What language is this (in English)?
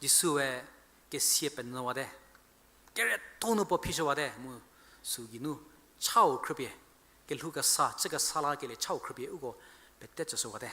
Angami Naga